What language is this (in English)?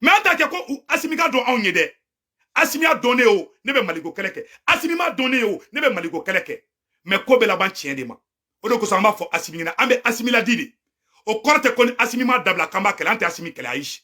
Bambara